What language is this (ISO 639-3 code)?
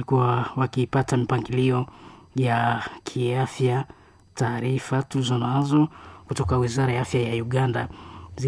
swa